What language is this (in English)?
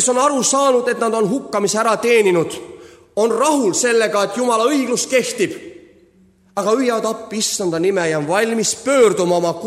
Estonian